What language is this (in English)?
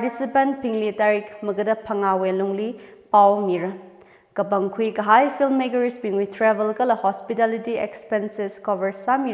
Tangkhul Naga (India)